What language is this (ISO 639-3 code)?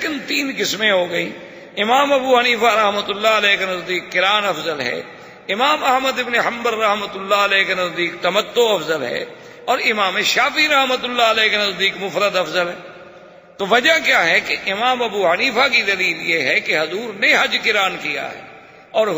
urd